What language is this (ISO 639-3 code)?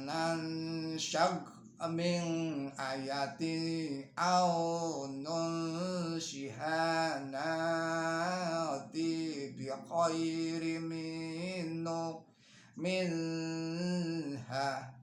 jav